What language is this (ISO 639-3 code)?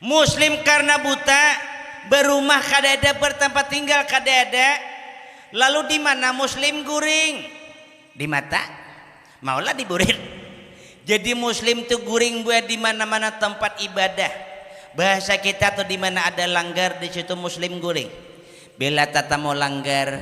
bjn